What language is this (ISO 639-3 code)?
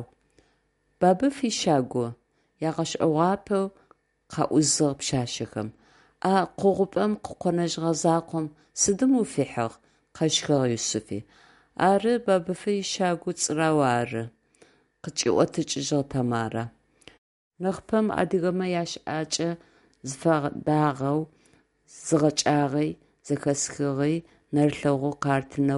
ady